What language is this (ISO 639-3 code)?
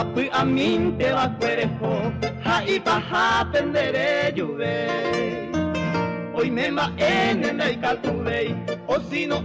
grn